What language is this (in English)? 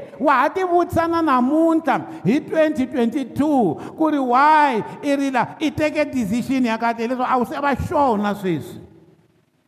Tsonga